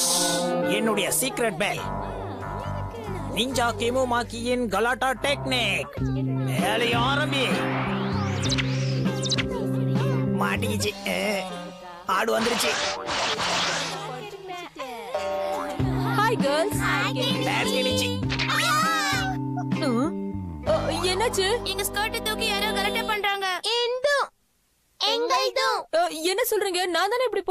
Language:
Tamil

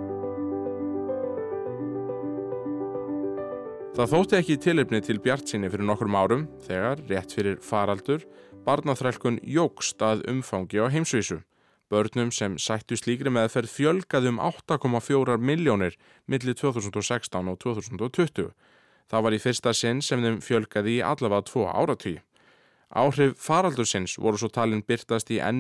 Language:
Icelandic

